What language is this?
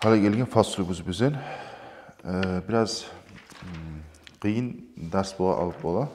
Kumyk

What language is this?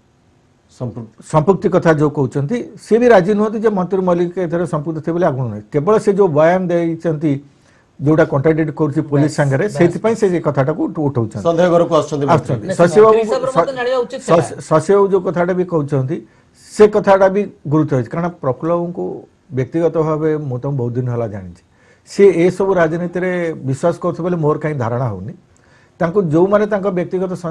Odia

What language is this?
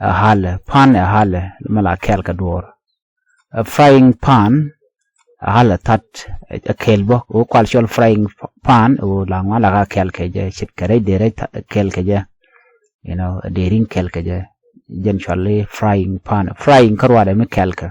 Nuer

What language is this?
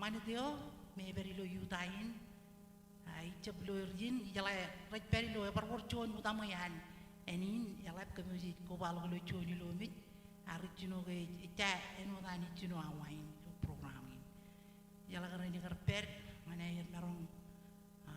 Marshallese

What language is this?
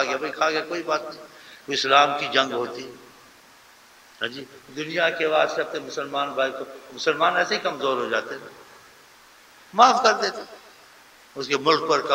Urdu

